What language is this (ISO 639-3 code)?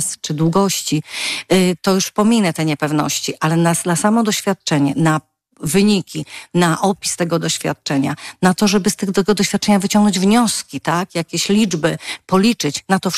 pol